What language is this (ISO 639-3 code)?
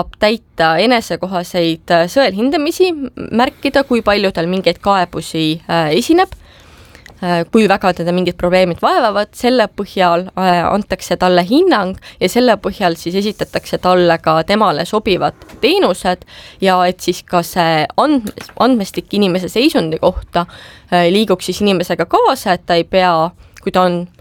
est